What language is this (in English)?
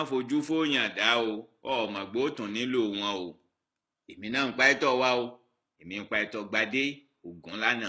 Yoruba